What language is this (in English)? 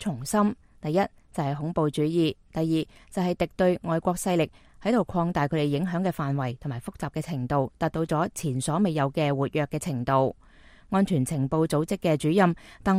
Cantonese